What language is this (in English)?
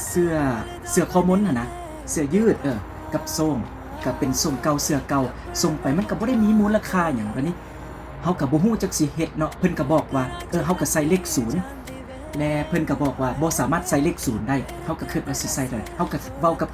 Lao